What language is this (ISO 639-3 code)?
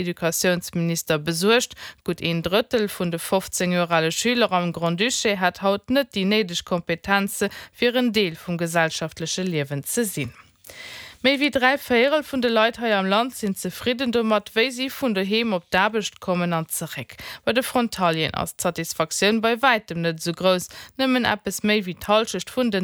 ltz